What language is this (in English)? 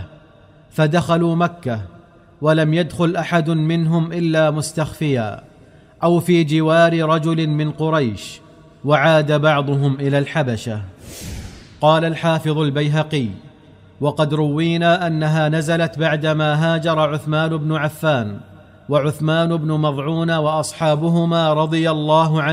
Arabic